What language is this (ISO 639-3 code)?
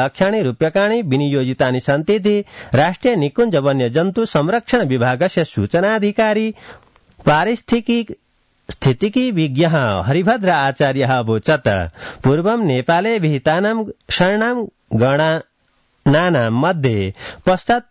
san